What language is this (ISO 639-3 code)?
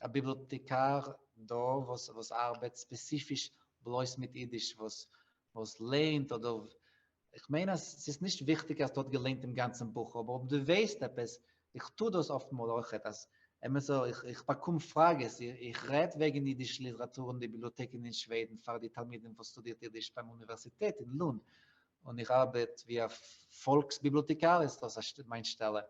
yid